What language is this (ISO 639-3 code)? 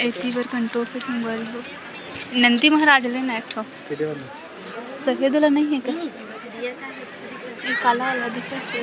hne